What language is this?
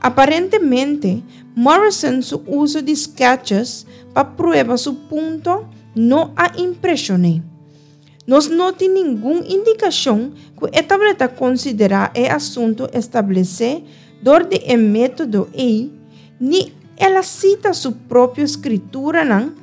Papiamento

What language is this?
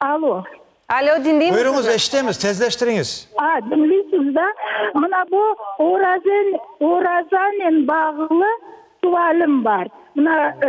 Crimean Tatar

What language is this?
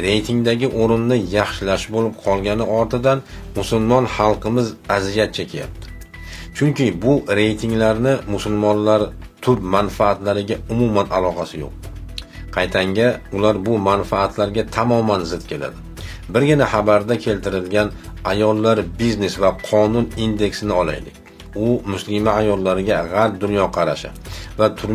Uzbek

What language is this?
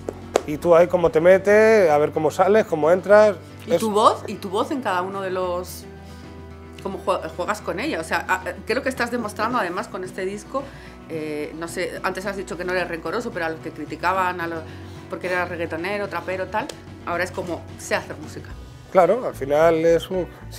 Spanish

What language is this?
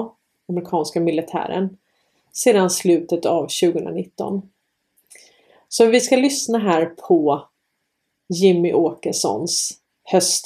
Swedish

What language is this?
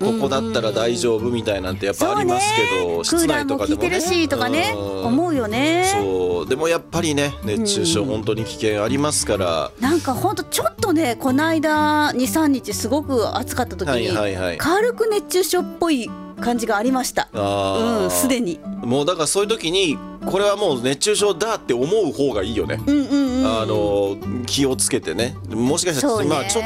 Japanese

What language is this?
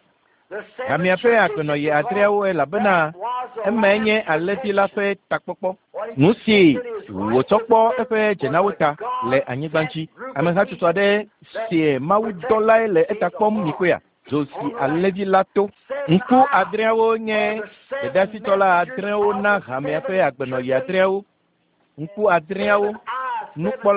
Ewe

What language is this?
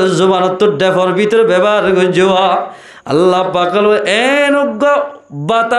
Rohingya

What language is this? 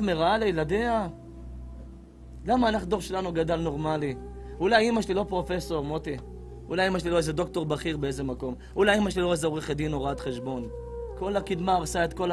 Hebrew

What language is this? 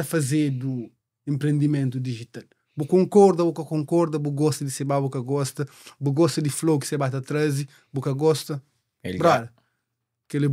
Kabuverdianu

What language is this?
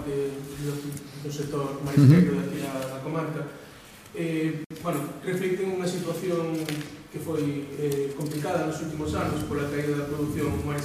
Galician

